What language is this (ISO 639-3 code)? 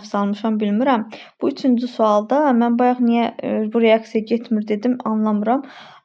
aze